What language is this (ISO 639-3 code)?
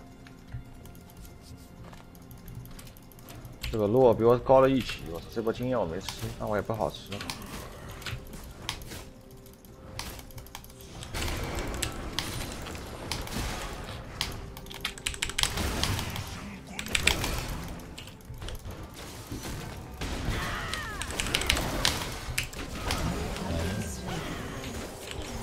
zho